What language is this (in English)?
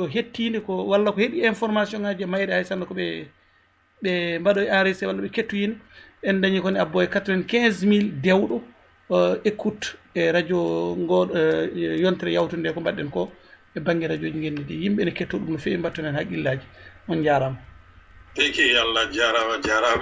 Fula